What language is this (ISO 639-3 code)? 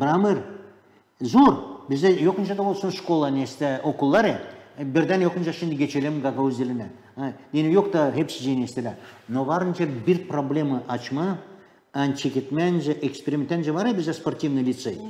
gag